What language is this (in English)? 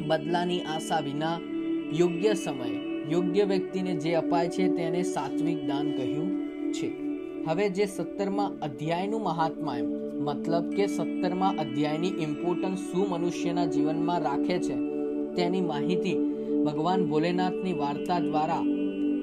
Gujarati